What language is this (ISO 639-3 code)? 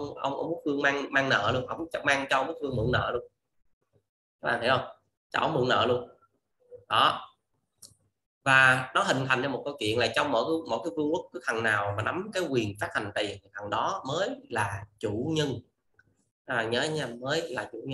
vie